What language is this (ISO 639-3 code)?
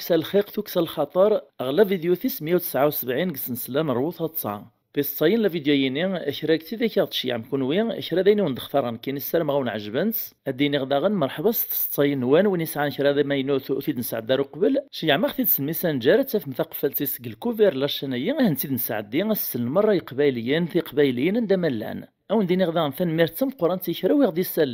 kab